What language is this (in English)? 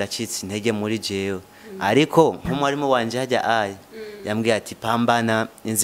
Rundi